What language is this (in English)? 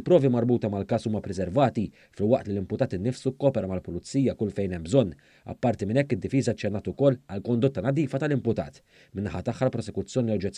Maltese